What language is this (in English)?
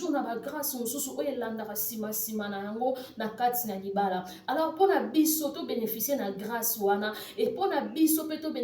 Lingala